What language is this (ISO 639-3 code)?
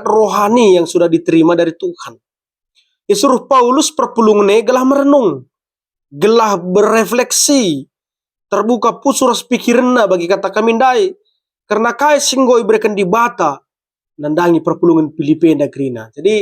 btx